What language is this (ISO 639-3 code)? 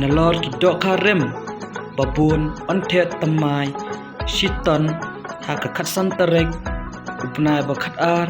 kha